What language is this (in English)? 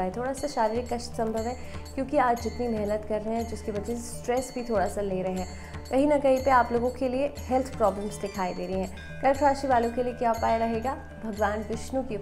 Hindi